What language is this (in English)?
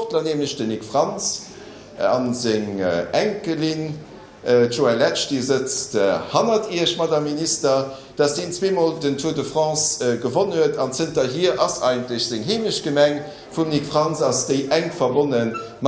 Luxembourgish